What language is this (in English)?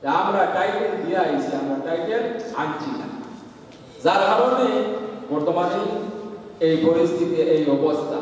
Sylheti